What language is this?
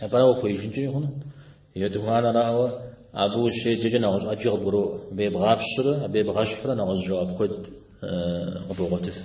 Kabardian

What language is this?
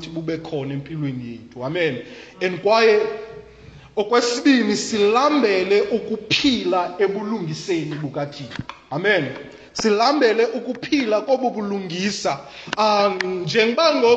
Xhosa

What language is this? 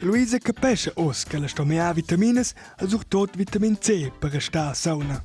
Romansh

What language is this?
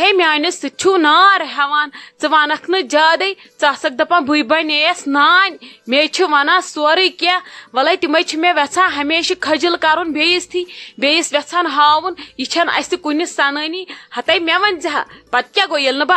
Kashmiri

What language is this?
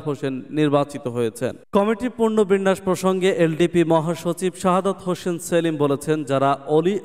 Bangla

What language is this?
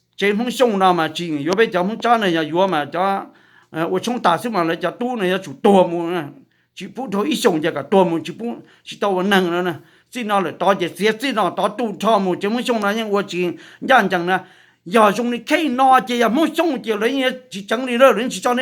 Hmong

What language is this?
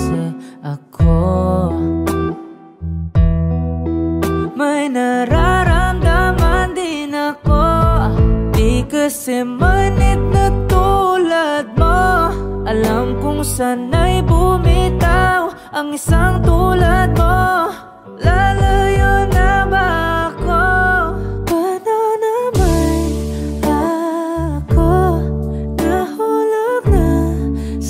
Filipino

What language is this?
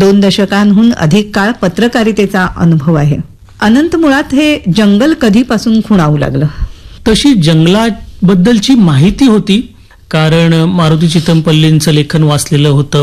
Marathi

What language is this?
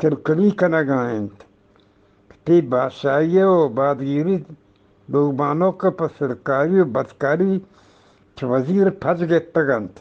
Eastern Balochi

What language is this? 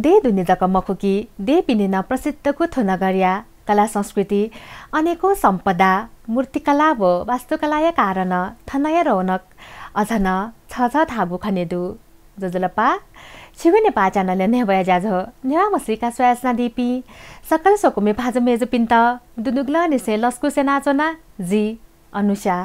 Newari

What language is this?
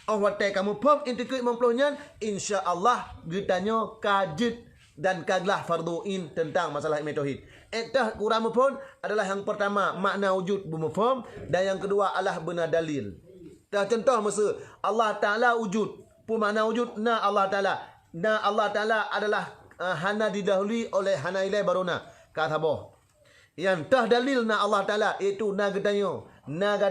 Achinese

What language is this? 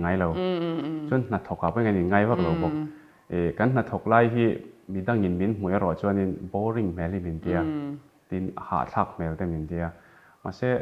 Mizo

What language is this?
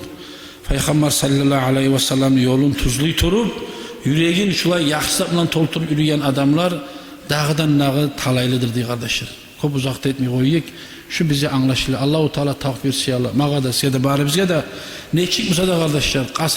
Kumyk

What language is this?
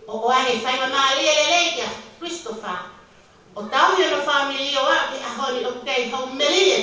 Tongan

